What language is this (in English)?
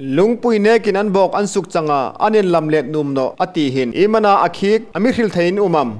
Hmar